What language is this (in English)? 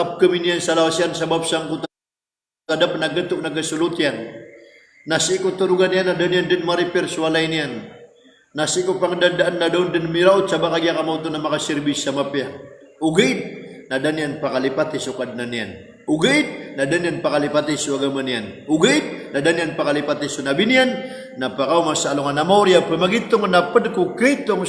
Maranao